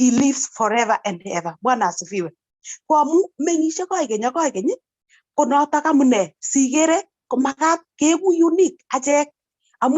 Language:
Kalenjin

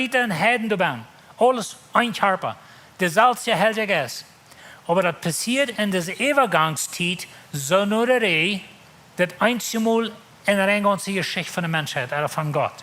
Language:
Plautdietsch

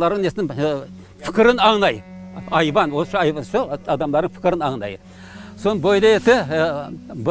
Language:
Crimean Tatar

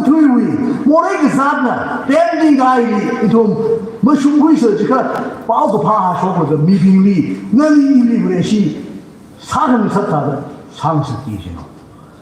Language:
Tangkhul Naga (India)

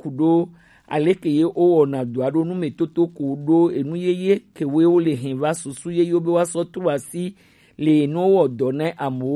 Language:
Gen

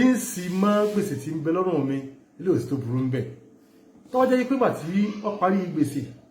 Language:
Yoruba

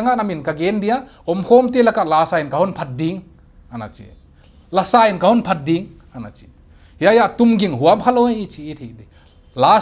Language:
Paite Chin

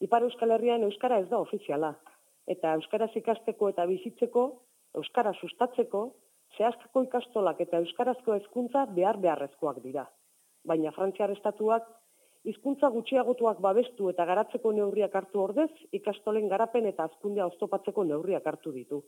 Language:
Basque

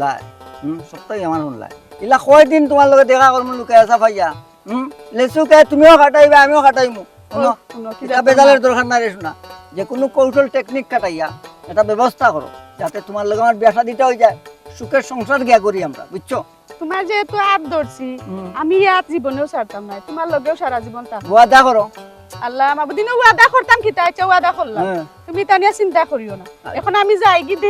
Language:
Sylheti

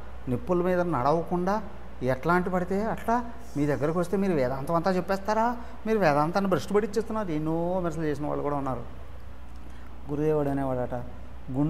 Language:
Telugu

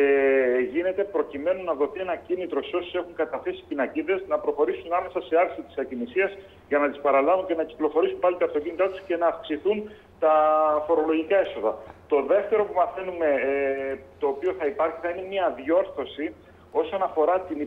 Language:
Greek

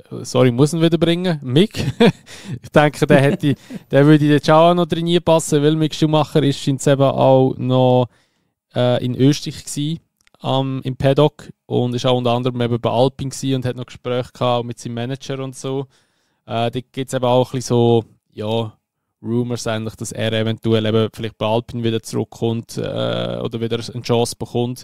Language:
Swiss German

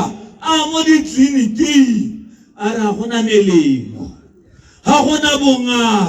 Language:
Tswana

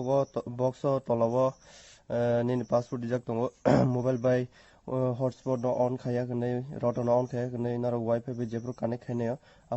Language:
Kok Borok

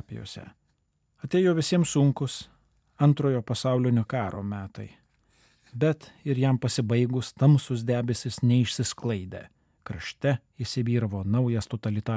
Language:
Lithuanian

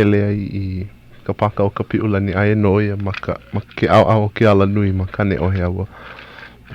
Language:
Hawaiian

